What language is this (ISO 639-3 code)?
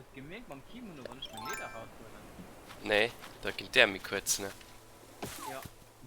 ltz